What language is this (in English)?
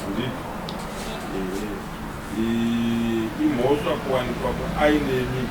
Shona